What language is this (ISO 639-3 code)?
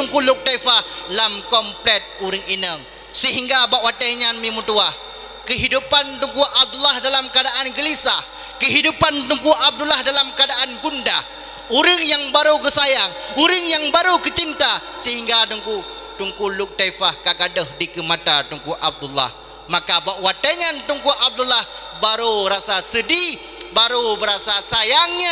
ace